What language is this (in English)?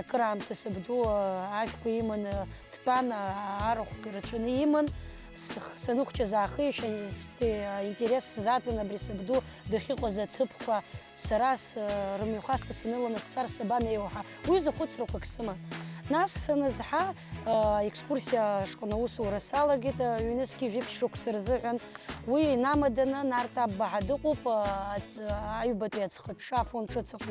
Abkhazian